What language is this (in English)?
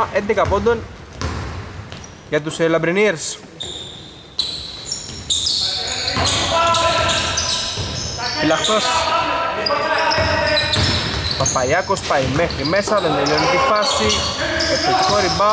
Greek